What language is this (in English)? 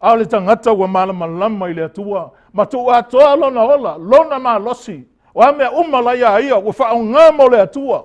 Samoan